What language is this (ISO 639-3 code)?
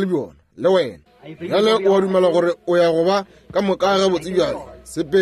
nso